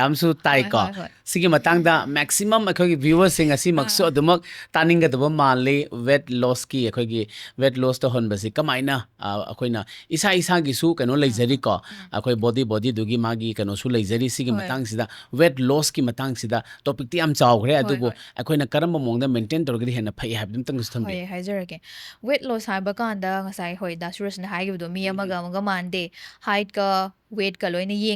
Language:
Manipuri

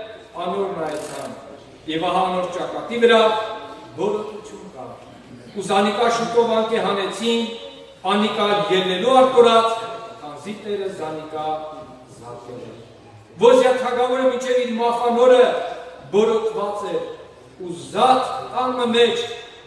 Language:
Kurdish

